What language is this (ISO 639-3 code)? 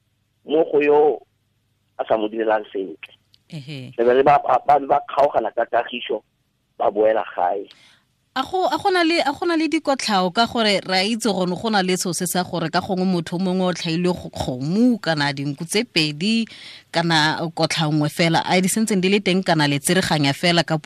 tsn